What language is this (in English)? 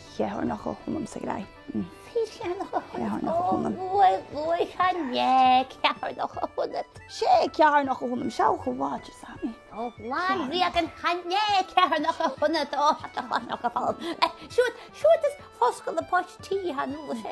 Scottish Gaelic